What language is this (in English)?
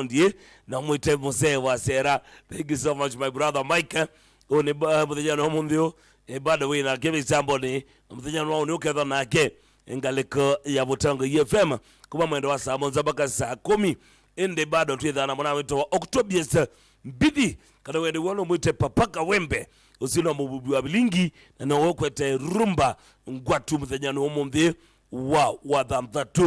Kamba